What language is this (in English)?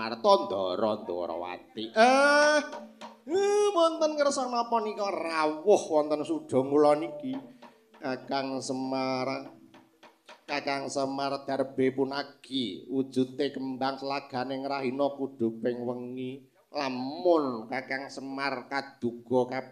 Javanese